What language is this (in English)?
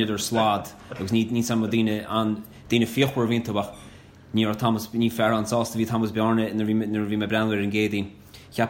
Irish